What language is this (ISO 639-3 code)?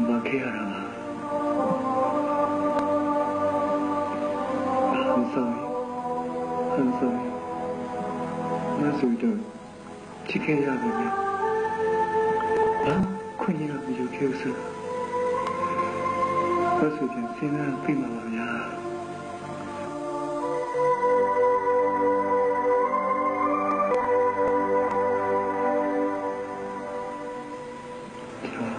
mya